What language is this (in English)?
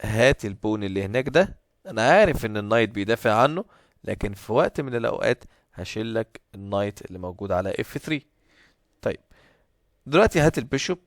Egyptian Arabic